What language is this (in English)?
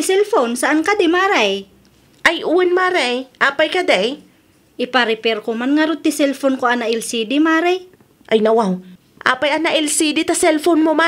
Iloko